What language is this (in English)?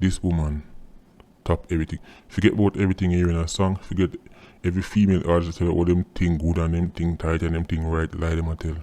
Jamaican Creole English